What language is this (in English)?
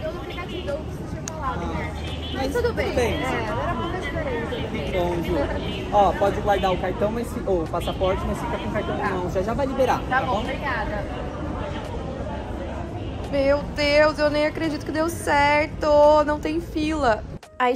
Portuguese